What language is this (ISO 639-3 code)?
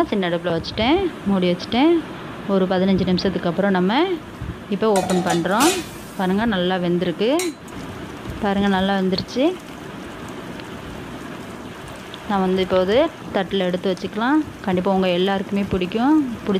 tam